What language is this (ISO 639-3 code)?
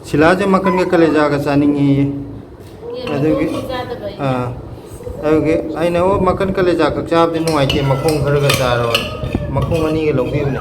mni